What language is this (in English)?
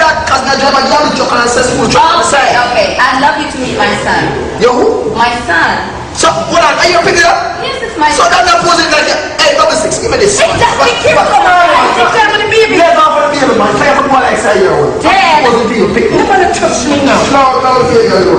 Jamaican Creole English